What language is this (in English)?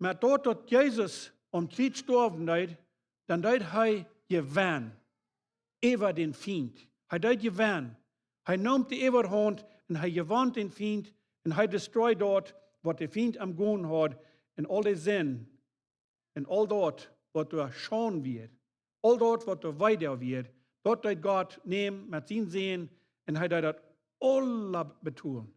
Plautdietsch